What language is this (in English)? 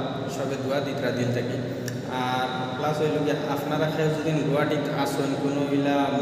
Sylheti